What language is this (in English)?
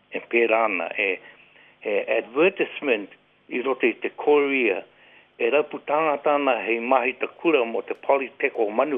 Māori